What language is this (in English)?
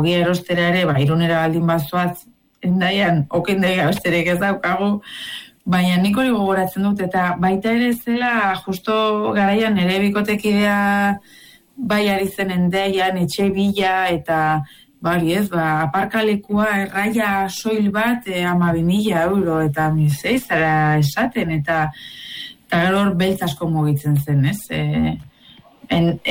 Basque